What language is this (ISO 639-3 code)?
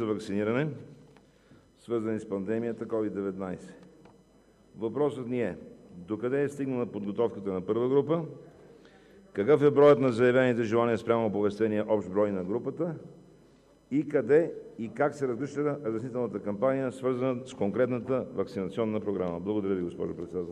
bul